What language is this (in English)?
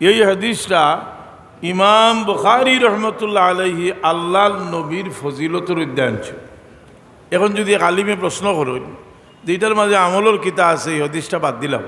Sylheti